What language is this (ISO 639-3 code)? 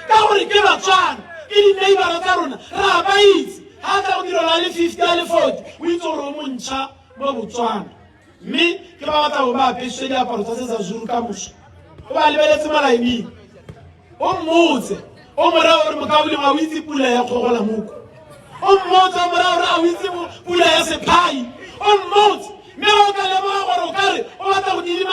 tsn